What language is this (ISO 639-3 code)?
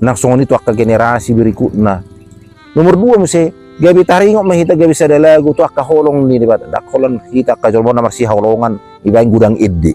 bbc